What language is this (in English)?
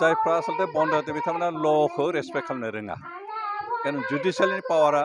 Bodo